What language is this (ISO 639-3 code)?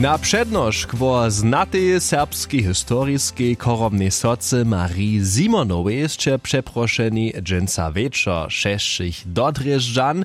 hsb